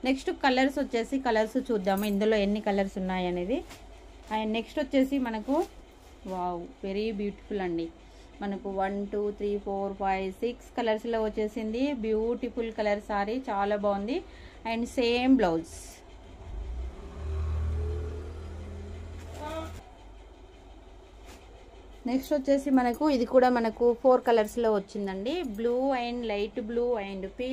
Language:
Telugu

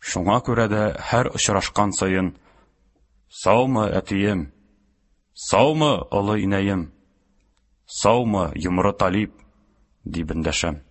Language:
Tatar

